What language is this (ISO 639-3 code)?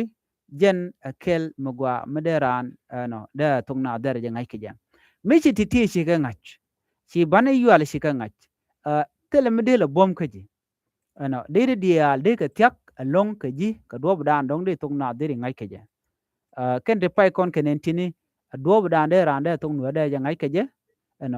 nus